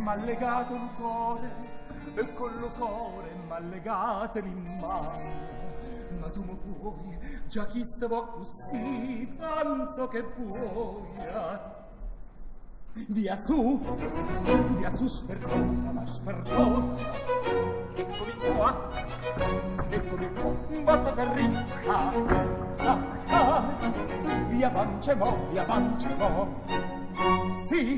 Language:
Italian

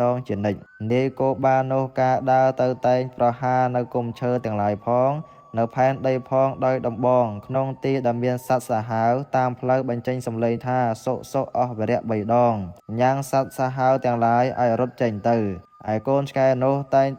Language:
Khmer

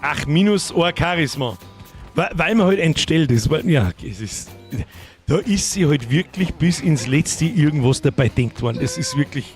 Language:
Bavarian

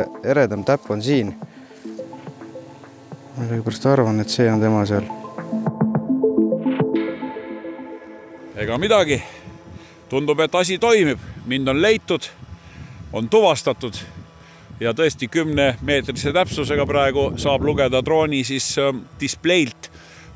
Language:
Estonian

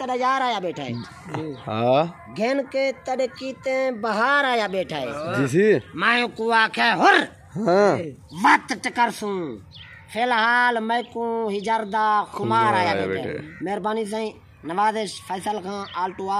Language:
Saraiki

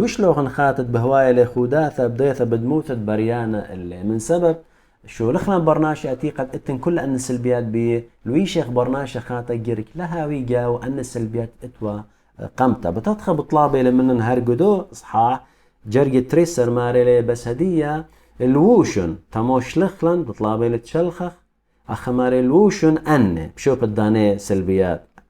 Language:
Assyrian Neo-Aramaic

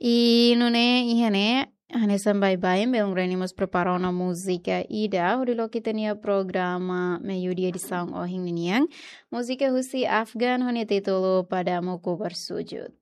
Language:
Tetum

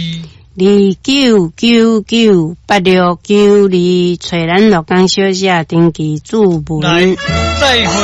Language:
Min Nan Chinese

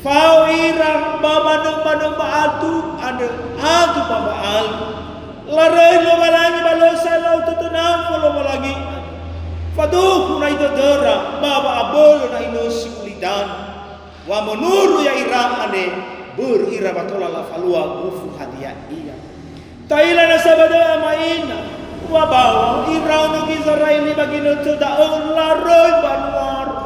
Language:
Nias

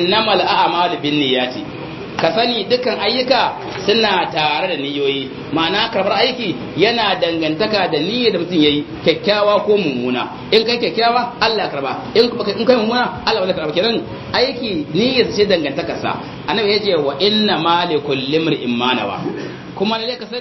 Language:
Hausa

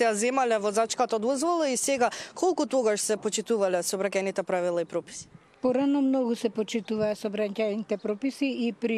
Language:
Macedonian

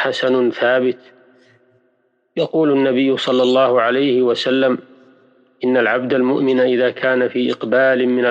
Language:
Arabic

